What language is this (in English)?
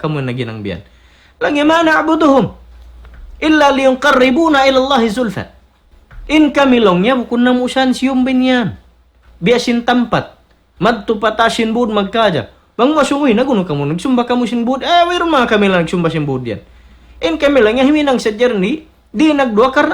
Tausug